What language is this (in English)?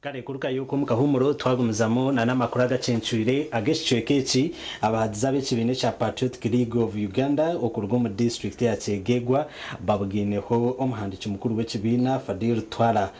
Nyankole